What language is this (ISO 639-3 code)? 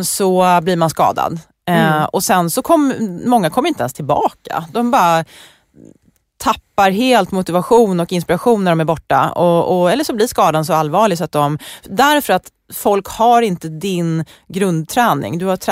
swe